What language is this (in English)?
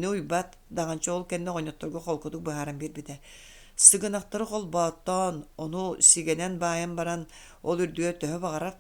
Yakut